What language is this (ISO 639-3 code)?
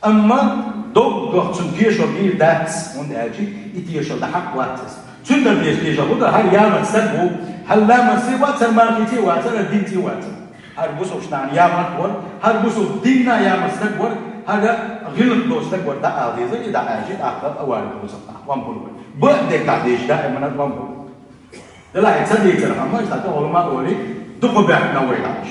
che